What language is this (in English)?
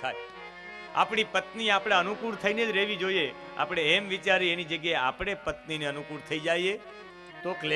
Gujarati